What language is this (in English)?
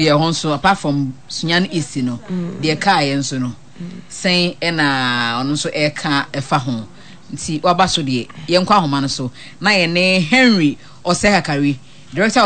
Akan